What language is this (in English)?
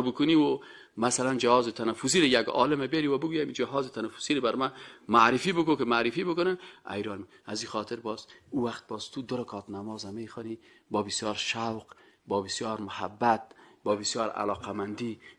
Persian